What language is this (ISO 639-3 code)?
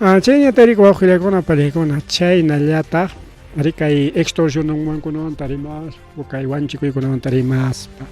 quy